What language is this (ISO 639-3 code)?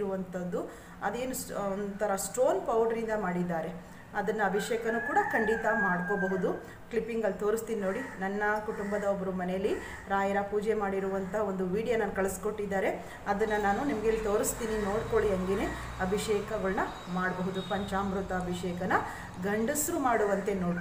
kan